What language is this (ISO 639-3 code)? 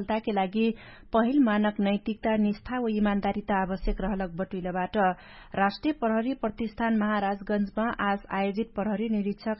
thl